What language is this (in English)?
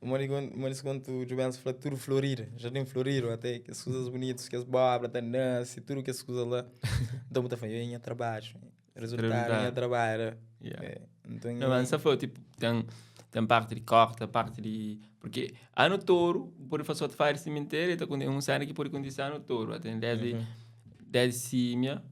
Kabuverdianu